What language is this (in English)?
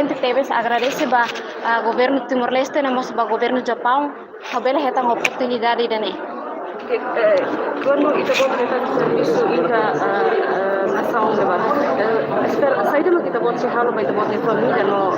Tetum